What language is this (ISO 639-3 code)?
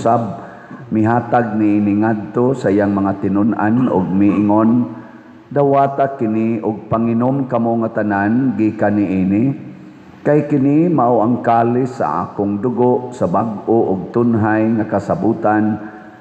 ceb